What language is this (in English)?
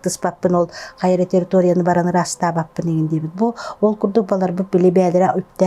Yakut